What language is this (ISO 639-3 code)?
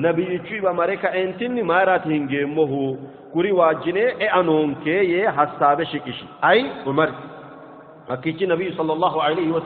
sid